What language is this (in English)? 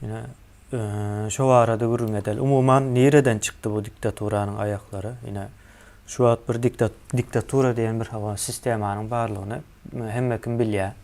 Turkmen